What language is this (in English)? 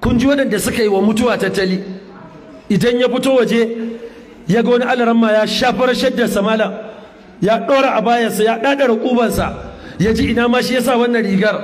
Hausa